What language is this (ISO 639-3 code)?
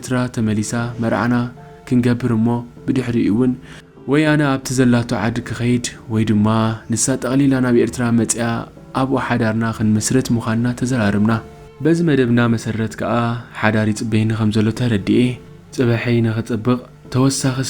tir